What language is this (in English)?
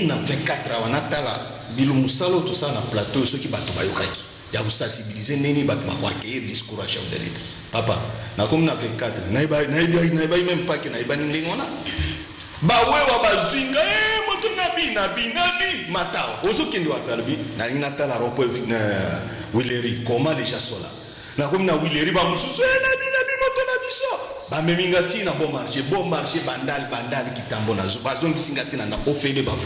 Lingala